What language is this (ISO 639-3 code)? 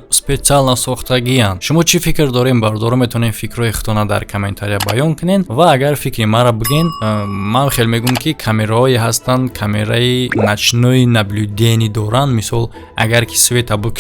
tgk